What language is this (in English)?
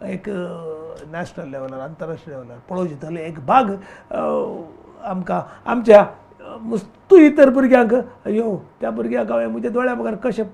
Konkani